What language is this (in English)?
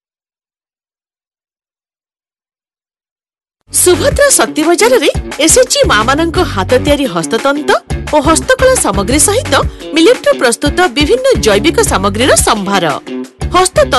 Odia